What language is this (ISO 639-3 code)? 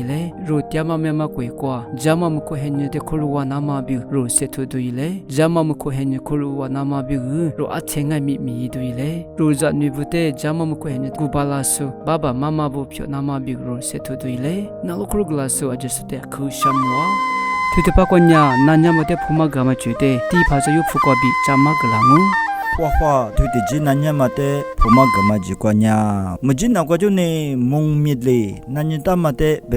lis